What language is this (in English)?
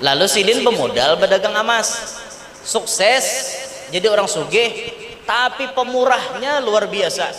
Banjar